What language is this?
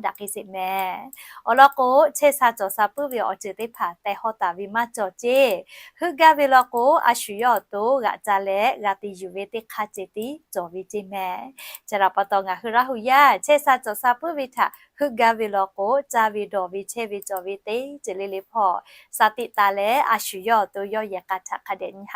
Lahu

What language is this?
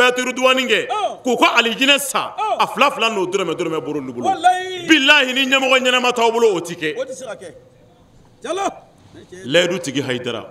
Bambara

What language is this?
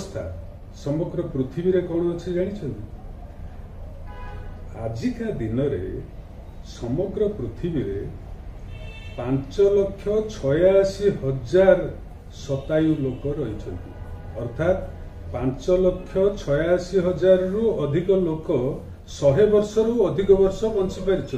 Odia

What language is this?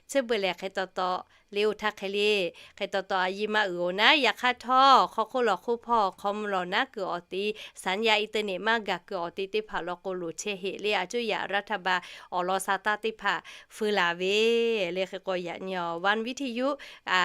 Lahu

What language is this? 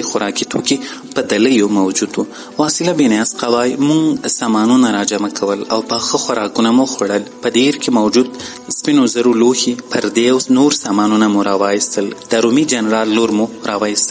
Pashto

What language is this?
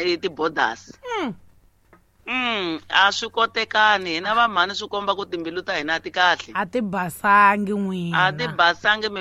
Tsonga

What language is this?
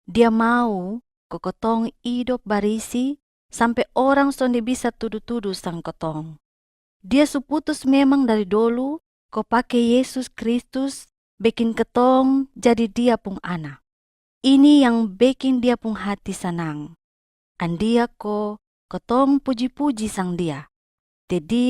Kupang Malay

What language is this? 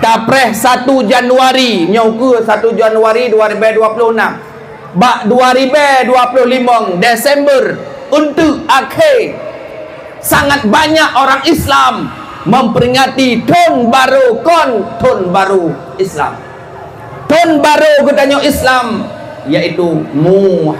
Achinese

